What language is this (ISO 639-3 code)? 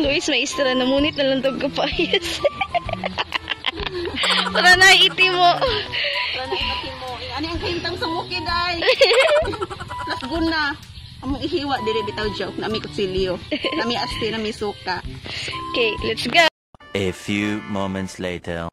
ceb